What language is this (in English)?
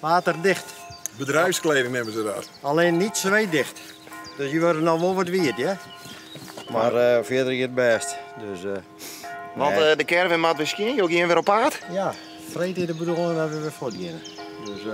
Western Frisian